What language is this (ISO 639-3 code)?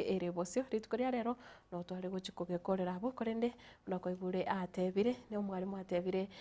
guz